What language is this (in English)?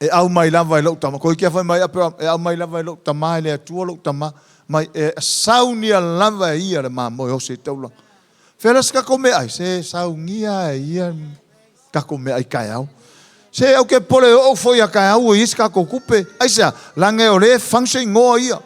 Samoan